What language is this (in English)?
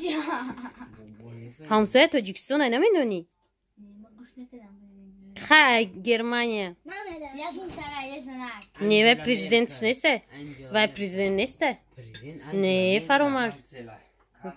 Persian